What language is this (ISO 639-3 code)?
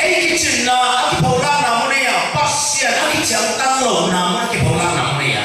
ctd